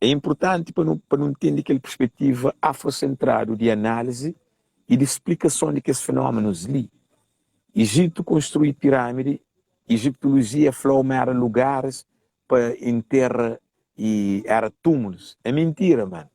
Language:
Kabuverdianu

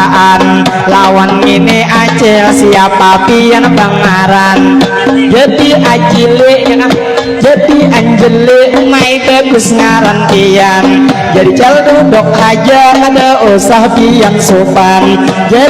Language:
Banjar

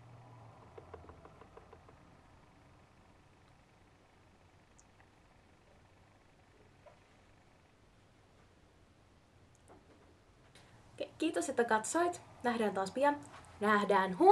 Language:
Finnish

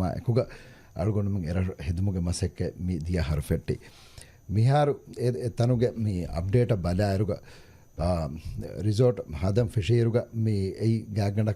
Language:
Divehi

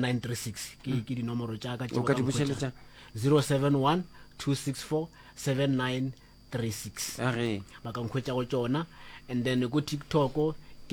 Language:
Northern Sotho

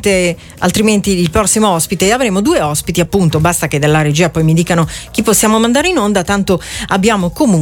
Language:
Italian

